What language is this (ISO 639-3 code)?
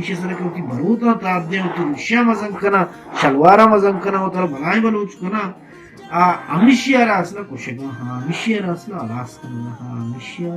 bal